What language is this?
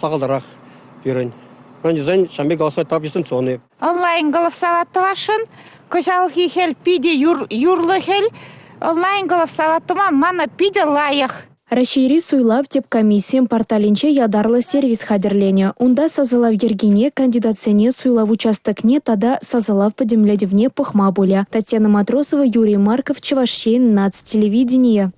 Chuvash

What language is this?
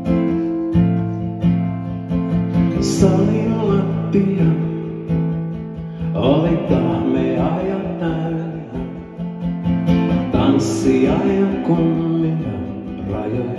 Finnish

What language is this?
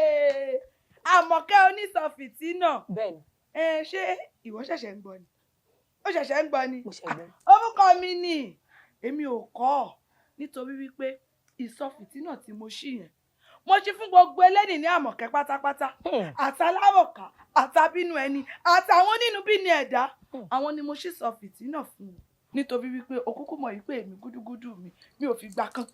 Yoruba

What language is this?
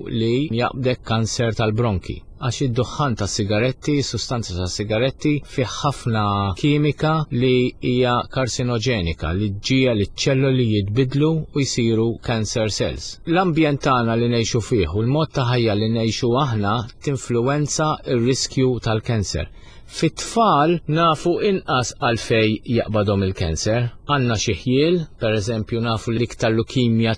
Maltese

